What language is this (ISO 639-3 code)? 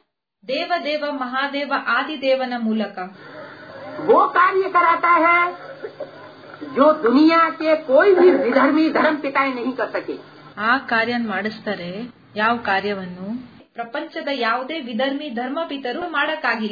kan